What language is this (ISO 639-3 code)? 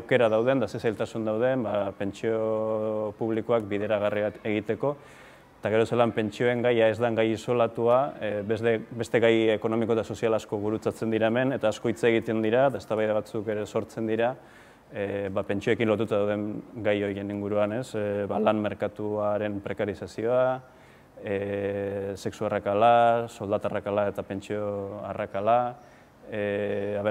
eus